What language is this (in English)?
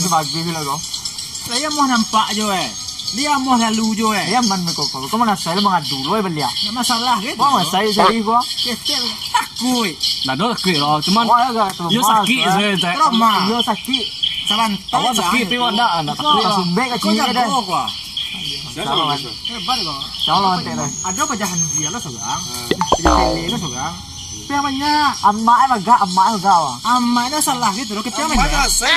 Minangkabau